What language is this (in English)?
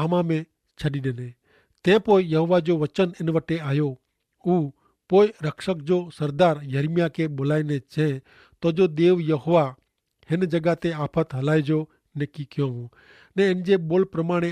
Kachhi